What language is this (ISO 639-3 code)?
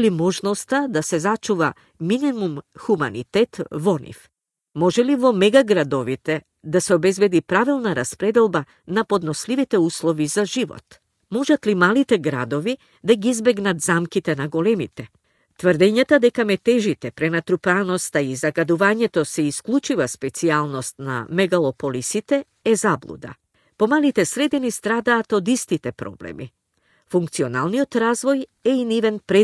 mkd